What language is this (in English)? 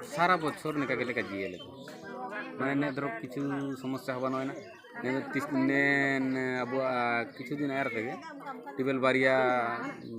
Santali